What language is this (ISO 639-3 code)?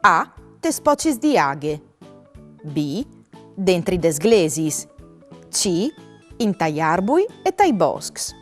fur